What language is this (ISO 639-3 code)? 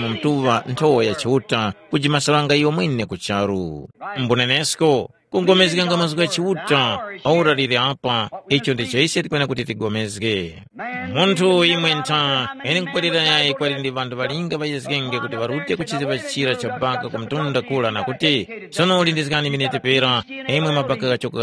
tum